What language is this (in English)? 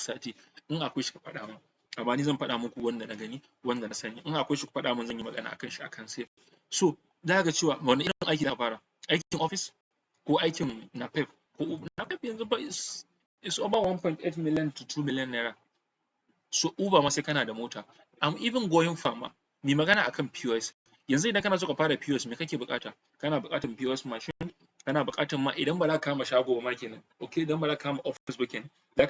Hausa